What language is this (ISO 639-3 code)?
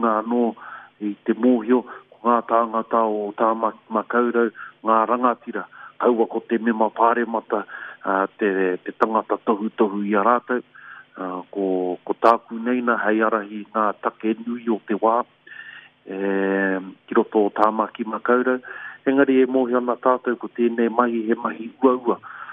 mri